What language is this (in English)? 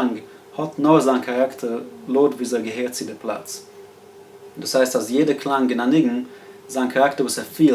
Yiddish